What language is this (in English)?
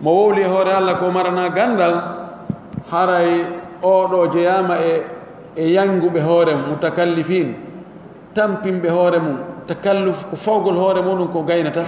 Pular